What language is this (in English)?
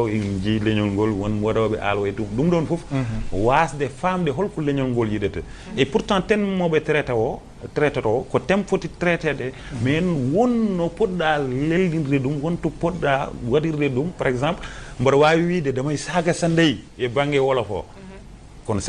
Fula